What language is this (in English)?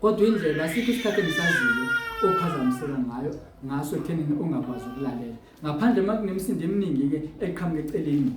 Zulu